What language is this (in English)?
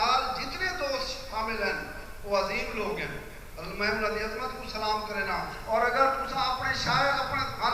Saraiki